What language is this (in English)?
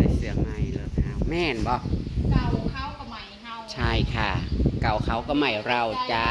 Northeastern Thai